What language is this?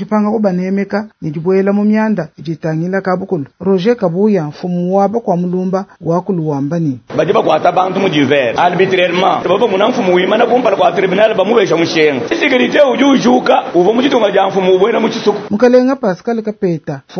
Luba-Lulua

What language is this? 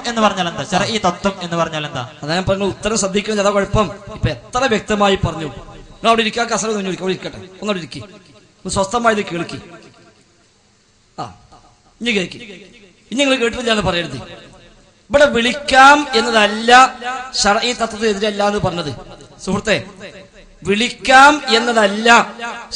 Malayalam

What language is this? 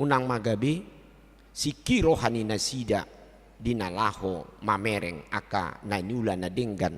Batak Toba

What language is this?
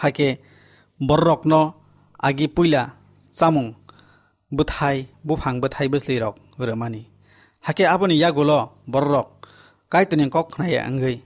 Kok Borok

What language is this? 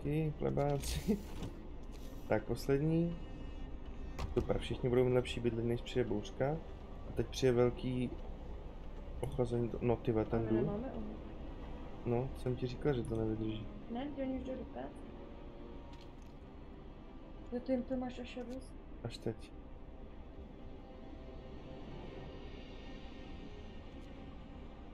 Czech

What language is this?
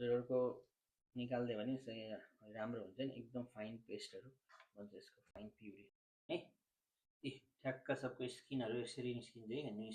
Nepali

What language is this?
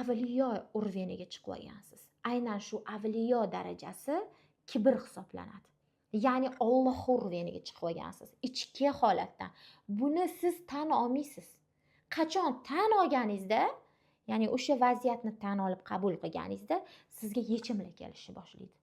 Uzbek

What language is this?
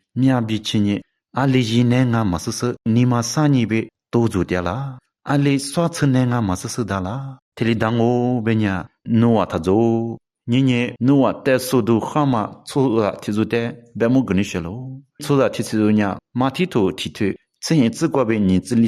Lisu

